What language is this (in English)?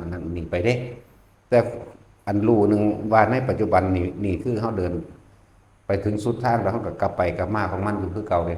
Northeastern Thai